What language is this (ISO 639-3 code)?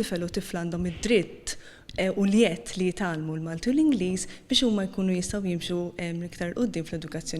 mlt